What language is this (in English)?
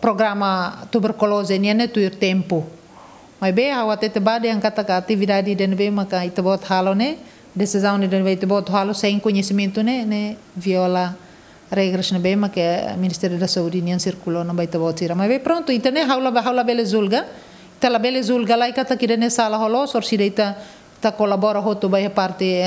Tetum